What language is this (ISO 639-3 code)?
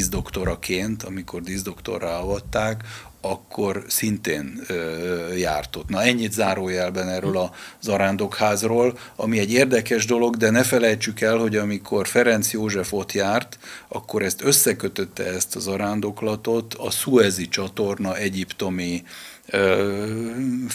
hun